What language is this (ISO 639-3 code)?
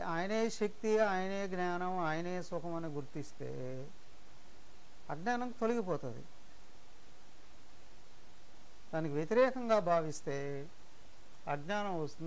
tel